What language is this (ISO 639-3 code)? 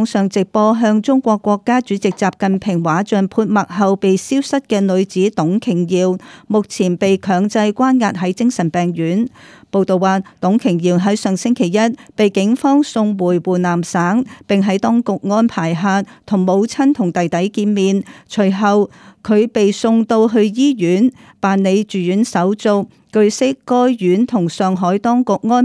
yue